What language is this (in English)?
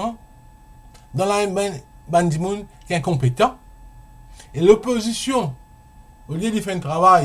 Morisyen